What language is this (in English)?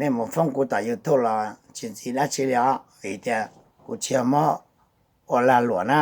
Hmong